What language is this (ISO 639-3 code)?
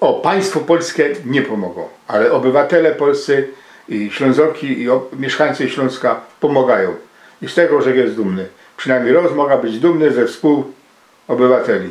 szl